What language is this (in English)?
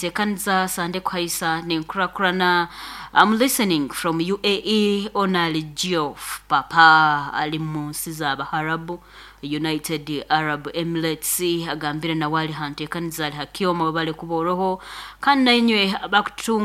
Nyoro